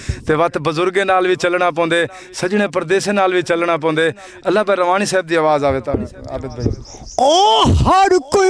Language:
Saraiki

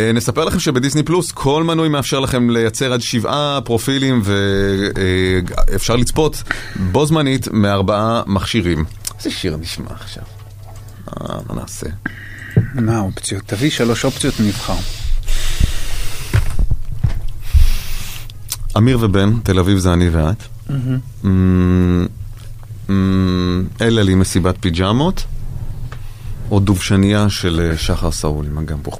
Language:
Hebrew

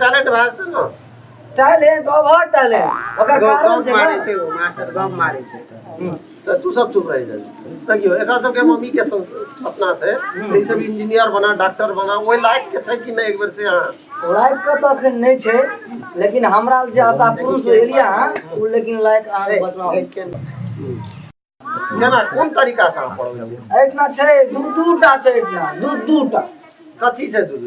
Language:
Maithili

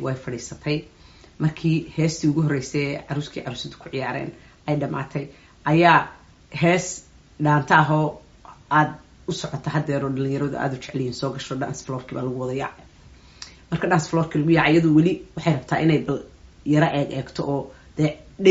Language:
Somali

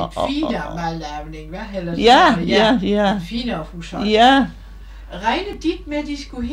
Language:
Danish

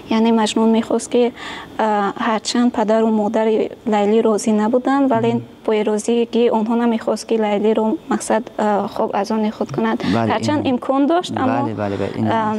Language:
Tajik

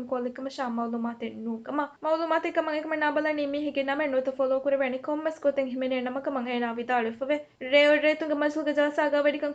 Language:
Divehi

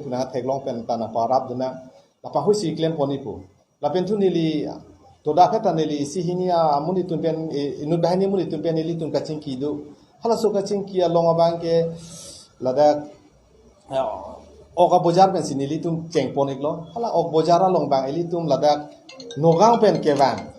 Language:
Karbi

